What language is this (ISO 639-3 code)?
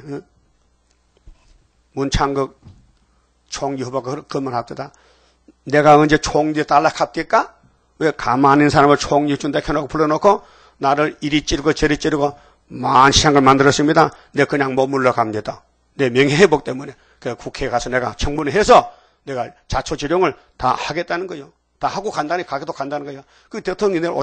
kor